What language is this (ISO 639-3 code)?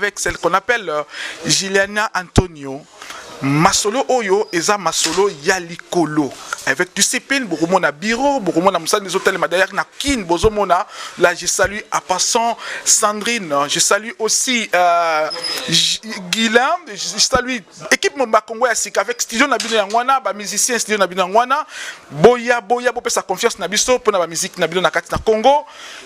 lin